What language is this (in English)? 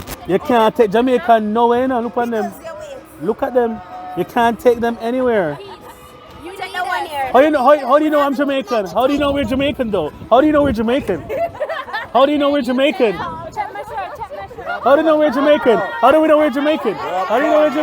Jamaican Creole English